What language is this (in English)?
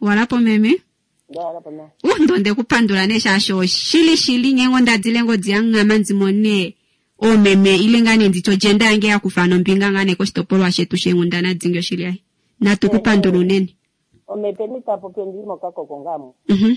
Kuanyama